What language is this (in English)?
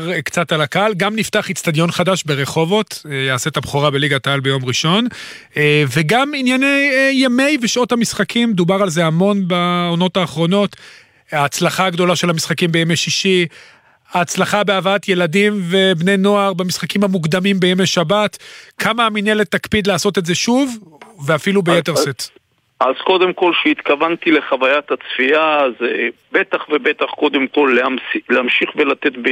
Hebrew